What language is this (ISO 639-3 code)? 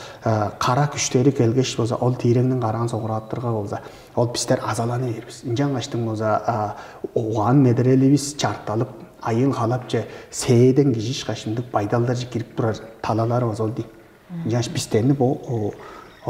tyv